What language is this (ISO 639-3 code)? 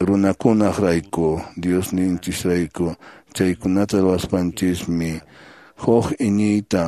que